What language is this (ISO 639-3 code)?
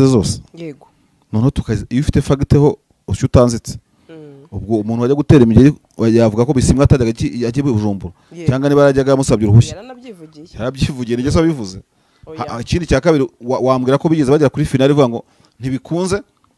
kin